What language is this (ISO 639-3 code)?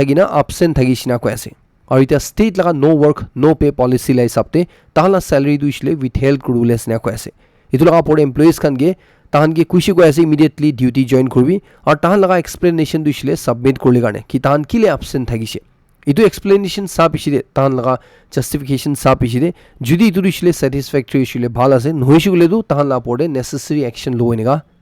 nag